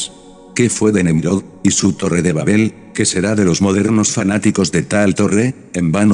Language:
Spanish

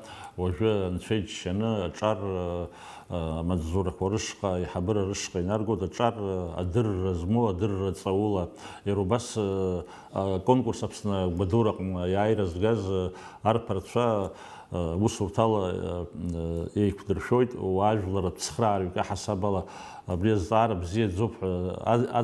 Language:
Abkhazian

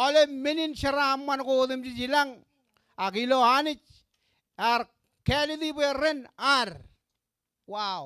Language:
Marshallese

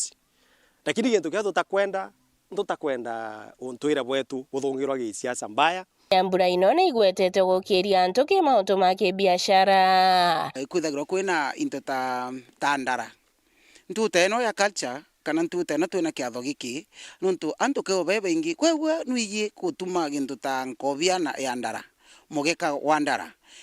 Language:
Meru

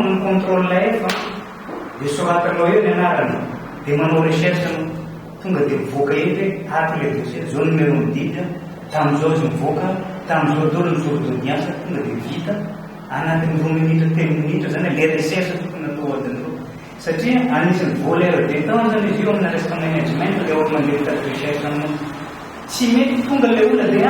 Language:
Malagasy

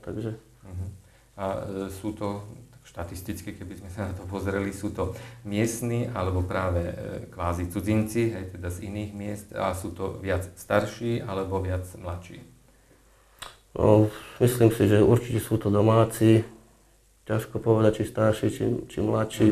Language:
Slovak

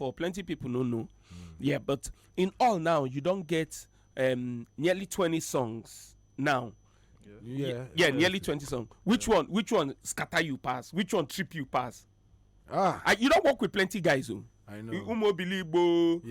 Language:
Nigerian Pidgin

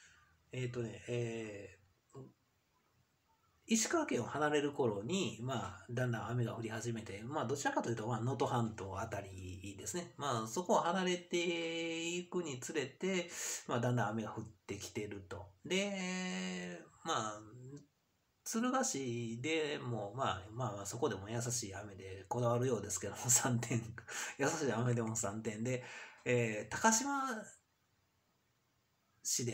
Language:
Japanese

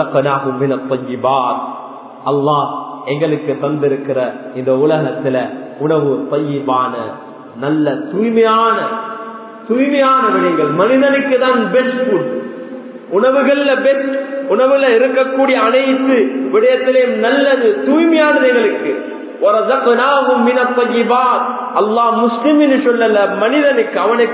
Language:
Tamil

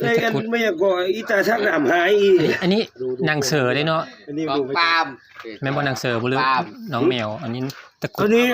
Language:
Northeastern Thai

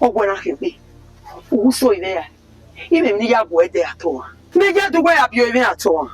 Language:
Bini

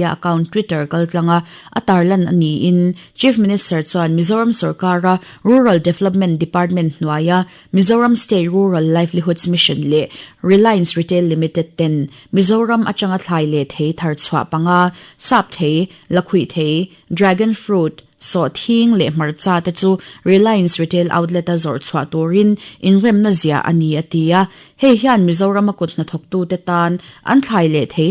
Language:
Mizo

